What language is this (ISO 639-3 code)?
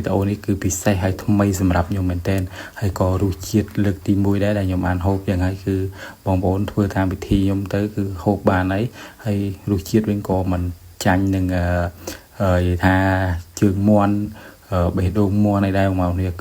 khm